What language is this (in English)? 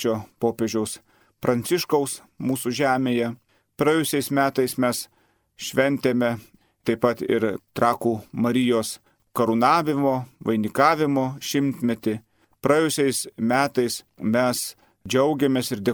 Lithuanian